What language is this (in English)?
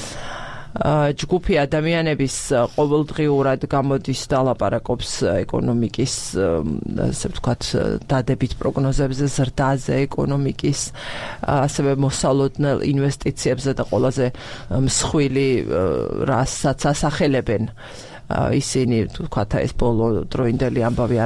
Georgian